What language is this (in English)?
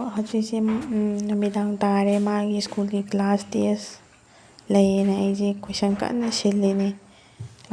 Manipuri